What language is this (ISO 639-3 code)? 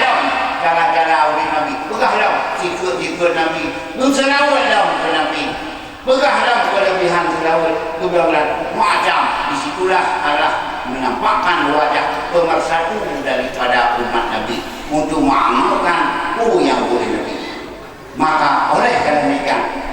ace